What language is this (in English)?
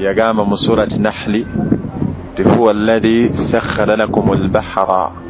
Ganda